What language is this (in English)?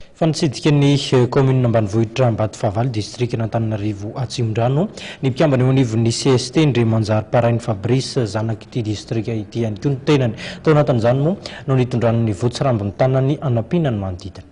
Malagasy